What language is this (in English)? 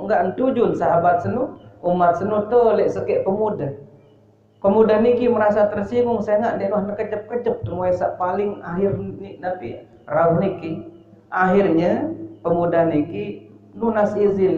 Sasak